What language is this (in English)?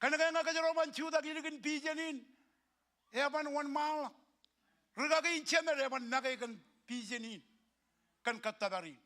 Marshallese